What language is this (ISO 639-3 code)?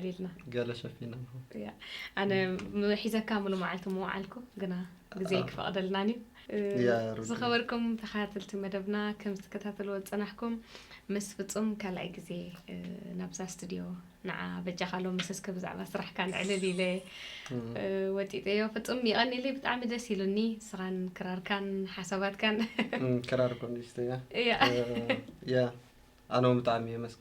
tir